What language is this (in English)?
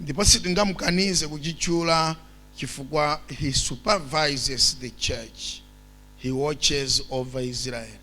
Nyanja